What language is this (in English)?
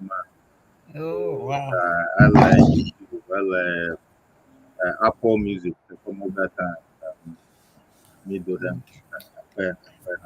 Ewe